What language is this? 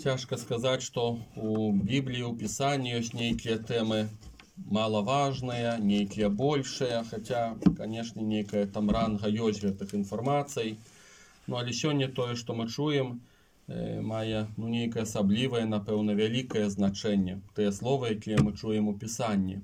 Belarusian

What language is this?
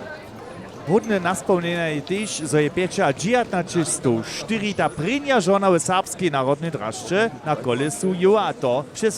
Upper Sorbian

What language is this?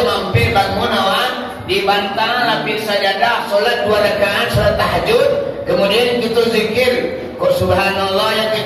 Minangkabau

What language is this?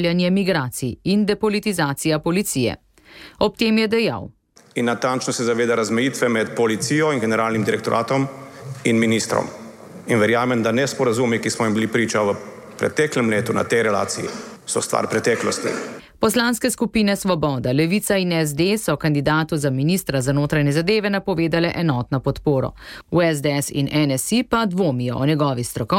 Slovenian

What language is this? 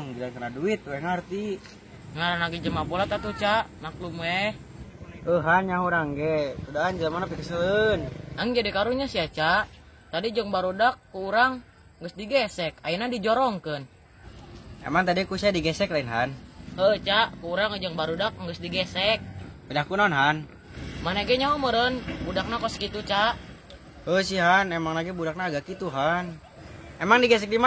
Sundanese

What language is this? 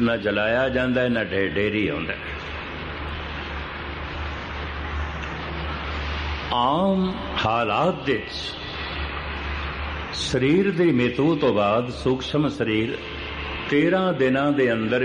Punjabi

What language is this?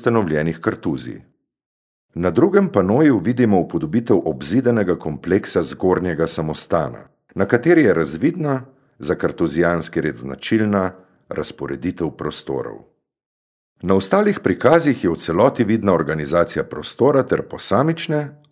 Slovenian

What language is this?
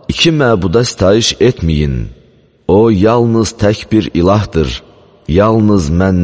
Azerbaijani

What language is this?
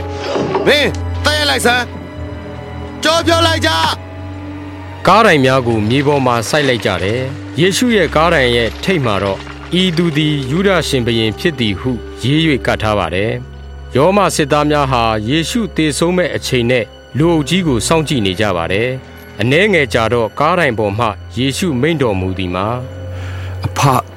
Burmese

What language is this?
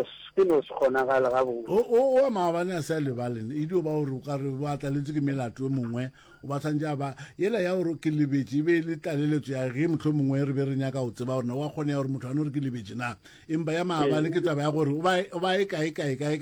Northern Sotho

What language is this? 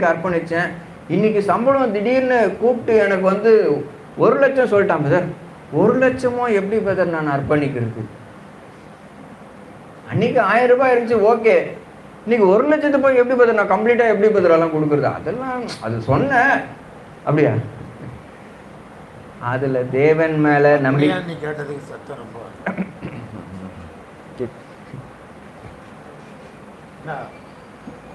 Tamil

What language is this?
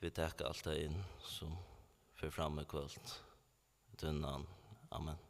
Faroese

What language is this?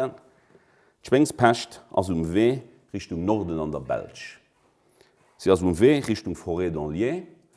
Luxembourgish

